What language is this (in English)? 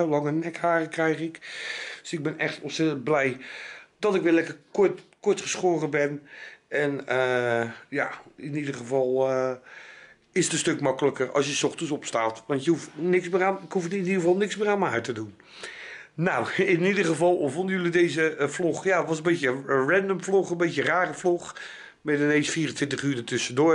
Dutch